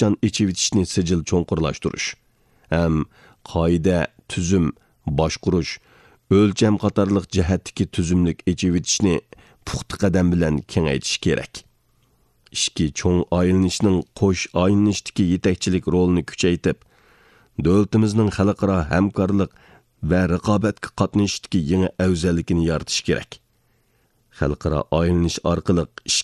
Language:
Uyghur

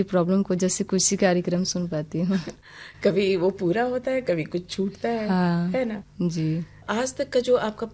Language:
Hindi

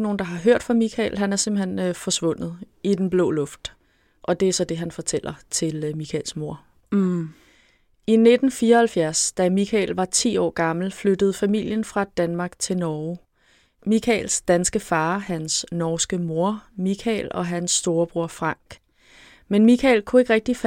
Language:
Danish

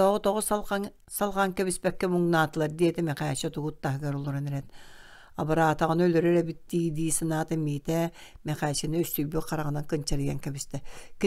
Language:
Yakut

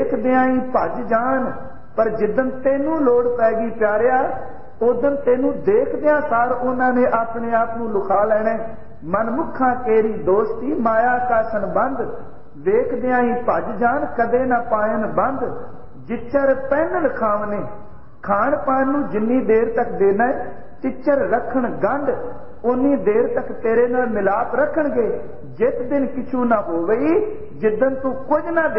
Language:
Punjabi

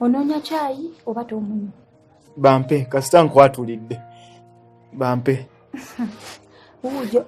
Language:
Ganda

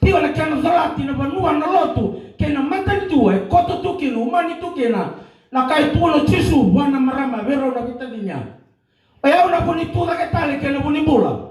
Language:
Fijian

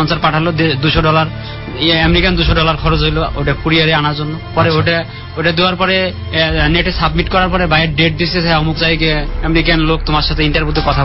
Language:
Bangla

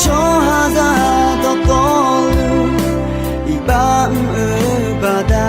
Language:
Akha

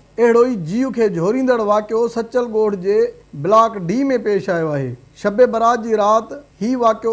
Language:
Sindhi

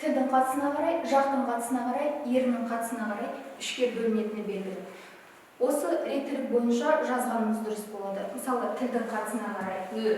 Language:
Kazakh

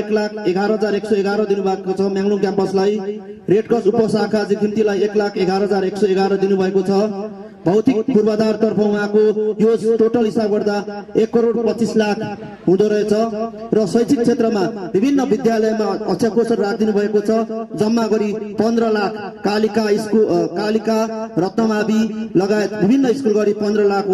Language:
Nepali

